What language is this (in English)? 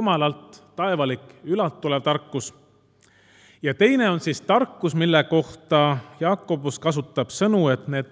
Estonian